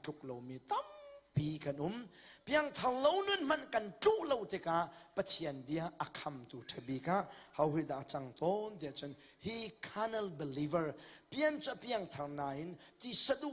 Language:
Hakha Chin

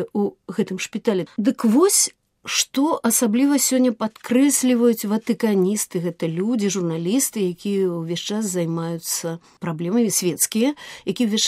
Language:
Belarusian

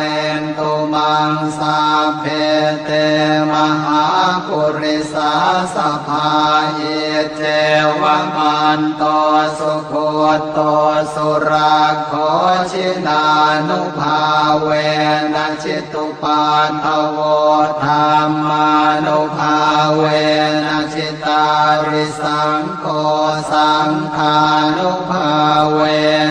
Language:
Pali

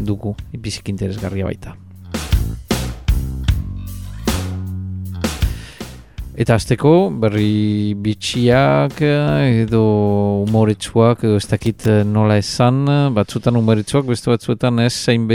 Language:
Basque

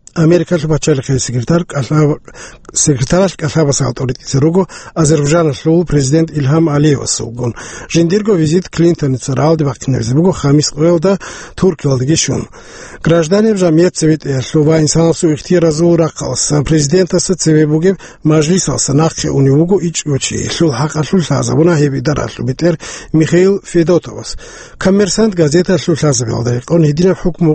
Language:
Avaric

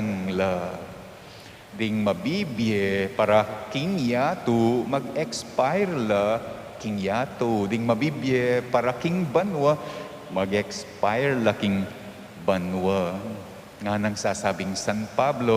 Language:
Pampanga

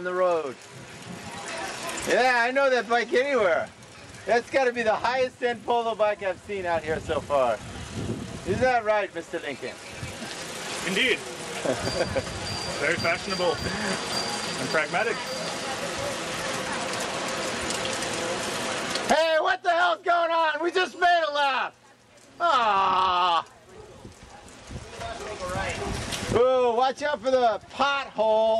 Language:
English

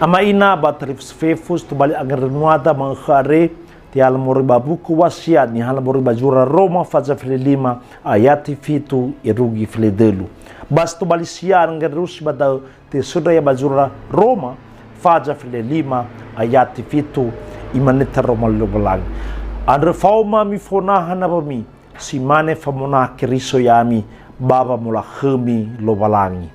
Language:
Nias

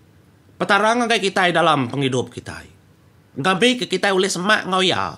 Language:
Iban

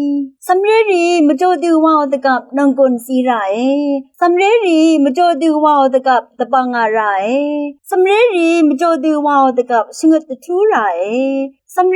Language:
Rawang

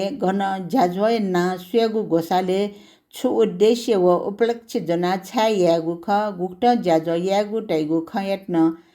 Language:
Newari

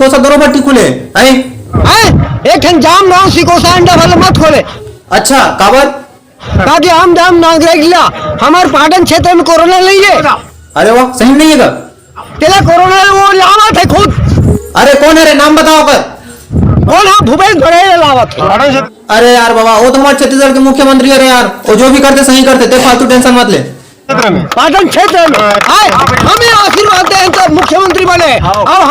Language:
Chhattisgarhi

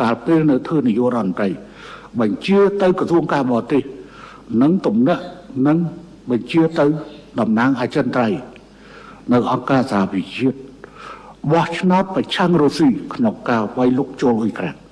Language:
Khmer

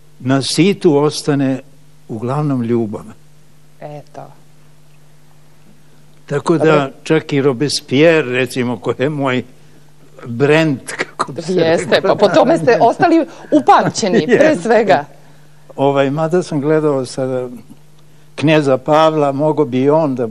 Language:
Serbian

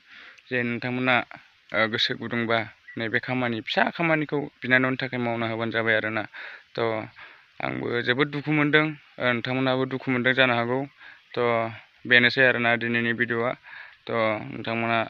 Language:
Bodo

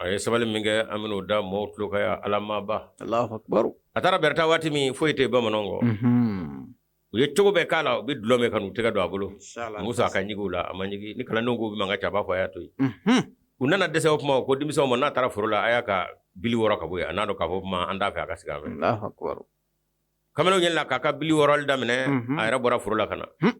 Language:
Bambara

